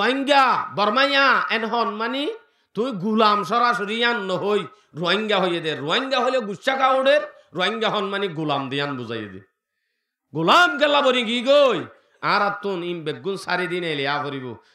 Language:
Rohingya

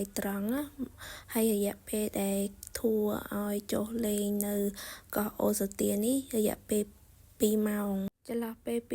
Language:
Khmer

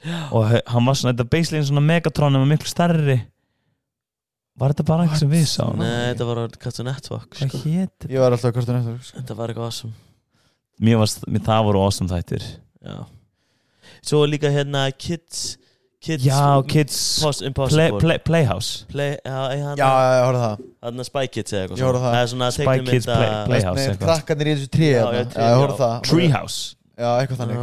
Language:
Icelandic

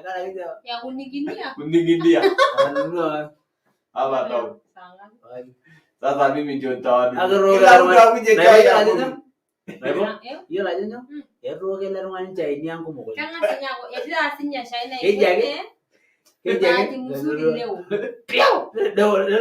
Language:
Masai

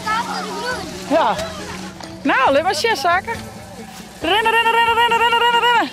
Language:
Western Frisian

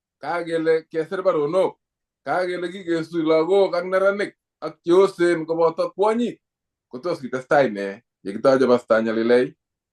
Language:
Kalenjin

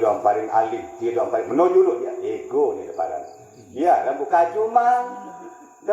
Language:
Sasak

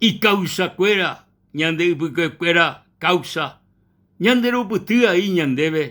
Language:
Guarani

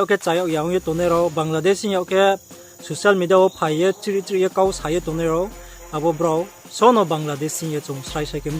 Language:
Riang (India)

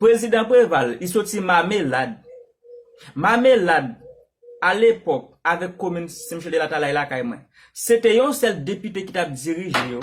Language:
Haitian Creole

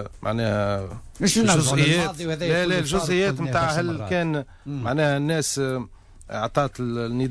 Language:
Tunisian Arabic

